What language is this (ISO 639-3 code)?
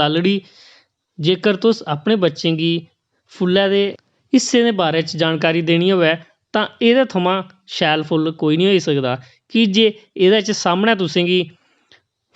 doi